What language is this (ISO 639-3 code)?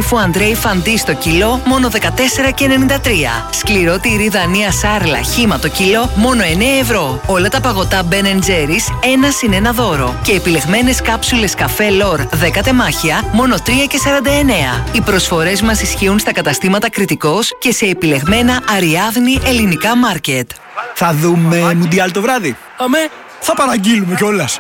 ell